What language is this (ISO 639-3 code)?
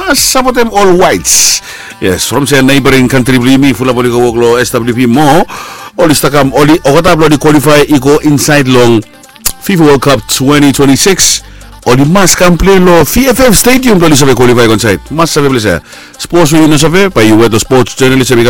bis